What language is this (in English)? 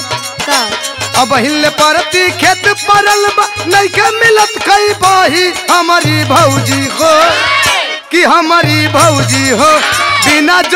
Bhojpuri